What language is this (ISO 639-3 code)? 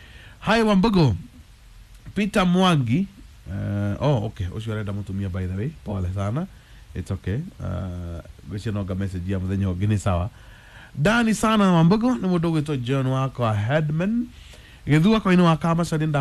kik